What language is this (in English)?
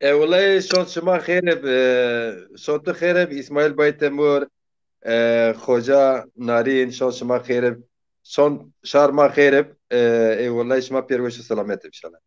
Zaza